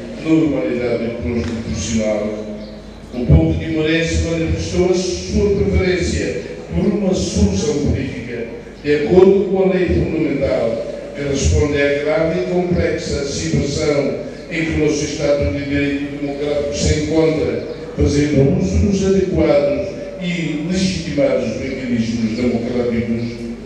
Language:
Tetum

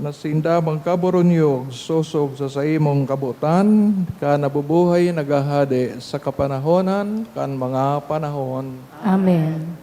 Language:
Bikol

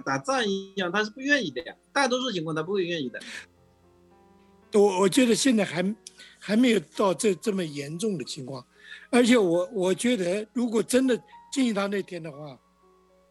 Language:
Chinese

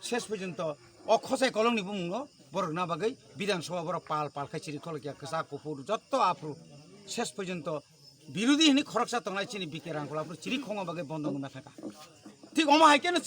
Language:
Kok Borok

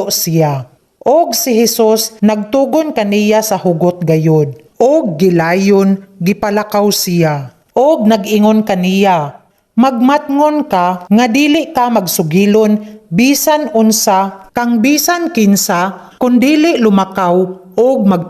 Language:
Cebuano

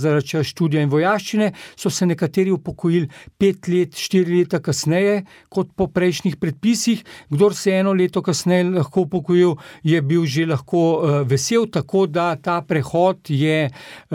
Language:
Slovenian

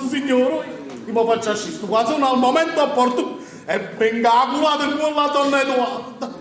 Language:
Neapolitan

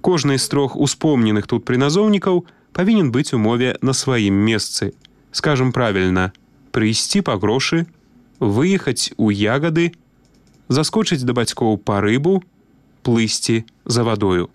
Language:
Belarusian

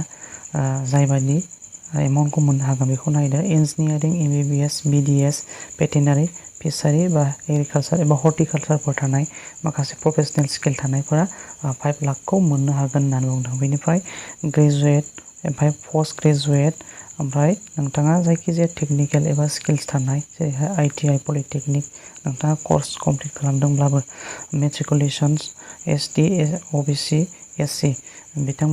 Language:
Bodo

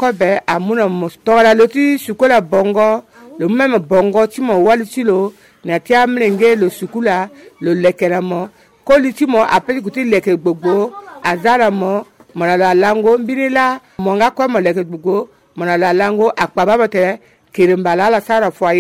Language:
Sango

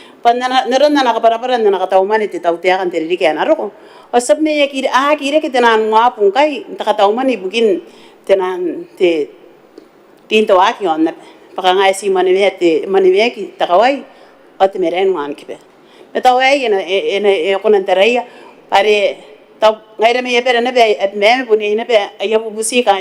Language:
Gilbertese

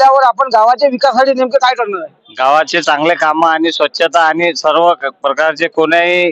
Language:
Marathi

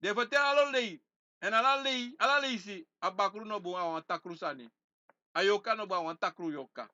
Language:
Sranan Tongo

